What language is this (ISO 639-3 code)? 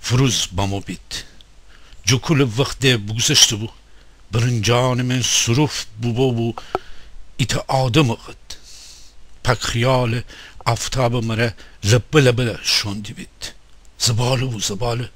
glk